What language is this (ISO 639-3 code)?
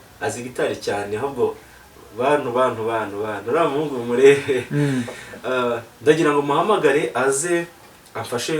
kin